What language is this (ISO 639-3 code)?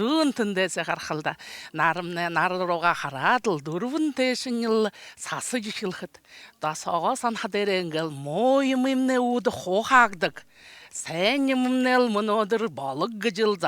bua